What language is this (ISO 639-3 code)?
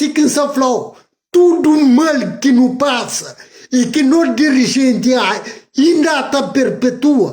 kea